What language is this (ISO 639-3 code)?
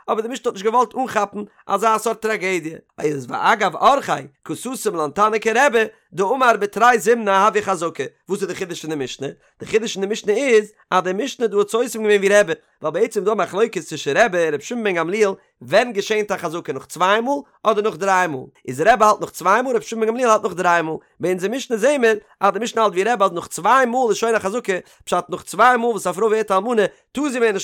yid